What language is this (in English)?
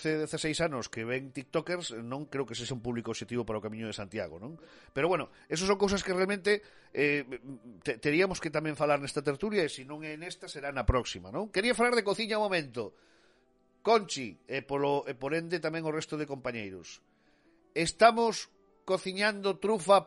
Galician